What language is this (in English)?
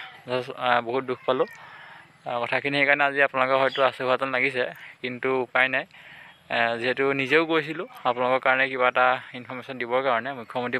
Assamese